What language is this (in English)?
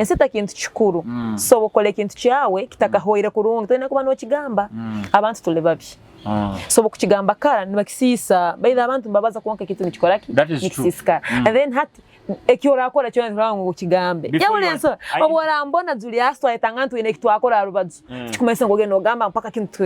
Nyoro